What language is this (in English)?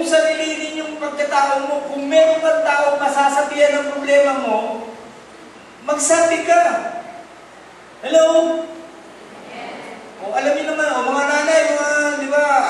Filipino